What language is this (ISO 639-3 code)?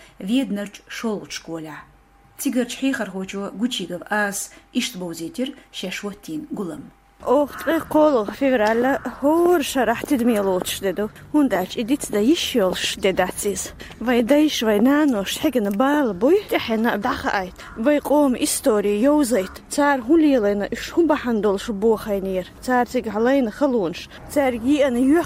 che